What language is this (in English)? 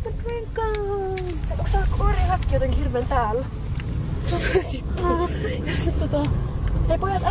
Finnish